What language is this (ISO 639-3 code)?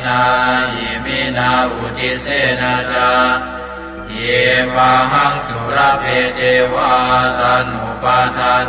pli